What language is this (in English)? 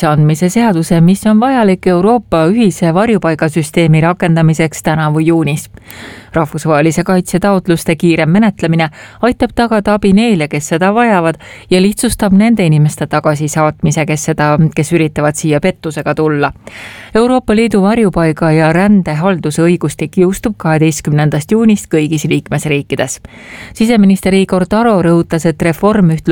Estonian